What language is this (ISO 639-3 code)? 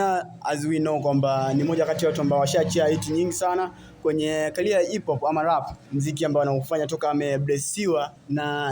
swa